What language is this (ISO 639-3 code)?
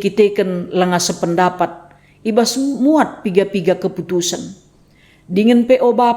btx